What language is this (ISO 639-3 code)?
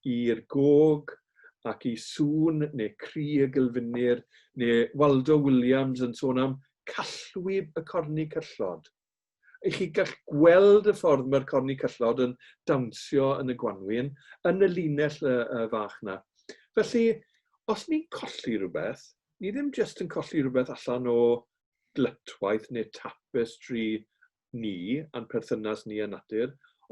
cym